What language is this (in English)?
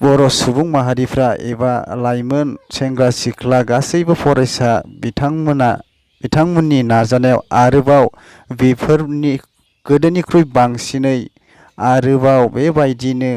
Bodo